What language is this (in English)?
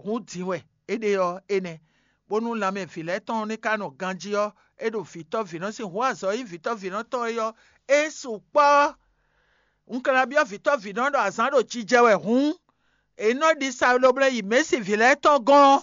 Fon